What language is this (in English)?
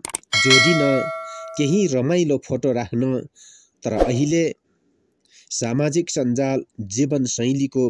Nepali